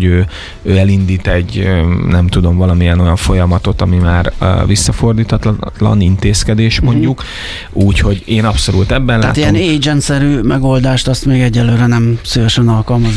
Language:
Hungarian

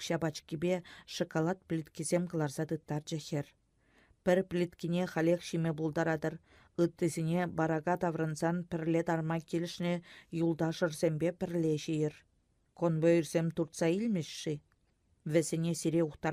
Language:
Chuvash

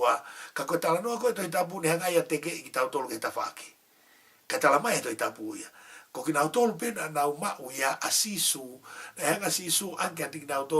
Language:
Tongan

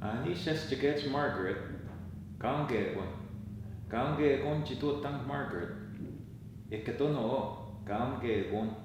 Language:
Ojibwa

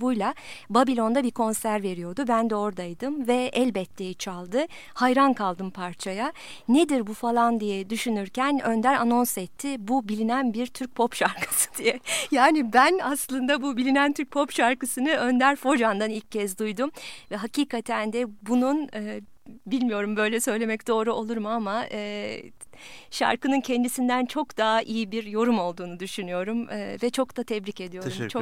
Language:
Turkish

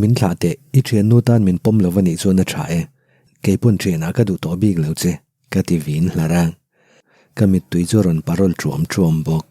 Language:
Mizo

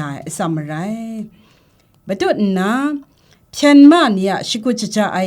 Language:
Kachin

